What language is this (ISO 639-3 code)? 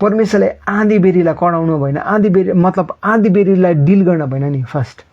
nep